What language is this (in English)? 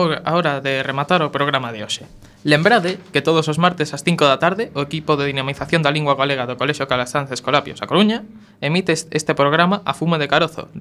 Galician